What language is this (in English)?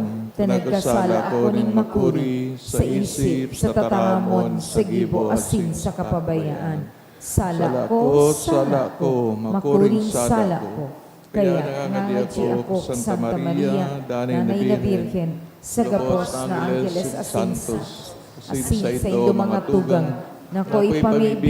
Bikol